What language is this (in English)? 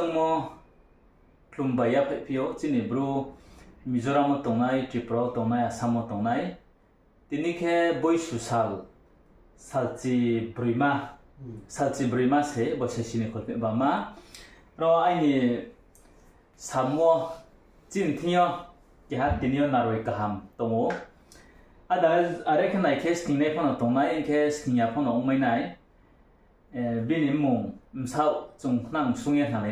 Riang (India)